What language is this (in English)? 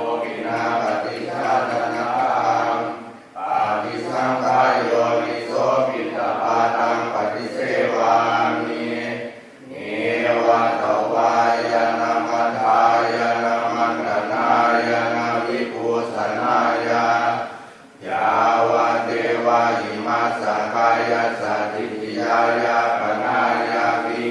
Pali